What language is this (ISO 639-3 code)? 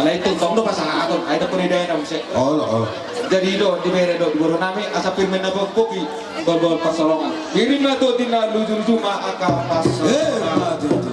bbc